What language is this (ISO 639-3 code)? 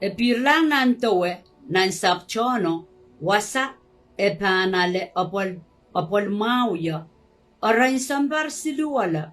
pon